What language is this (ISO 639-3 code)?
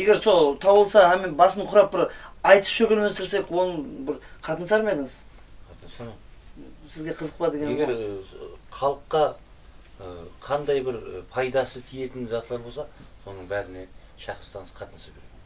kaa